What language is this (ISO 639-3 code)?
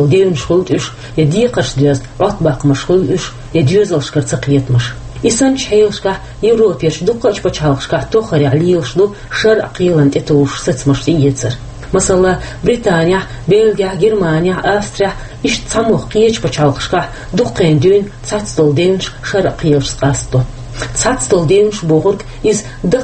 che